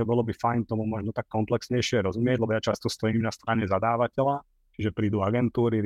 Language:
Slovak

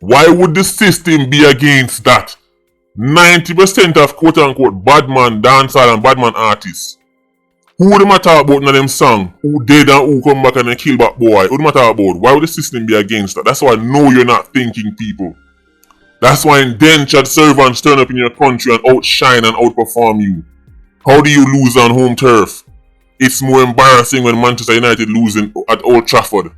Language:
Jamaican Creole English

